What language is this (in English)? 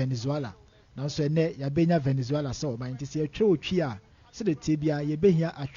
Akan